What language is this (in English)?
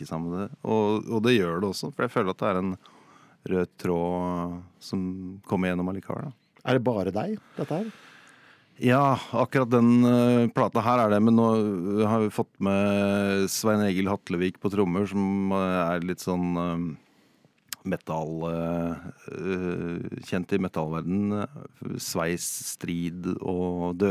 Norwegian